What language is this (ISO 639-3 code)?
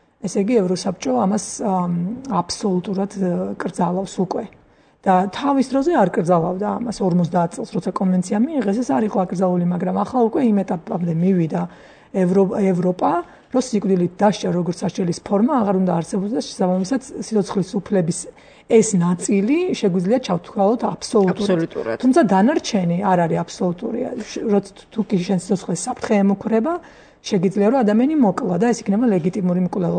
kat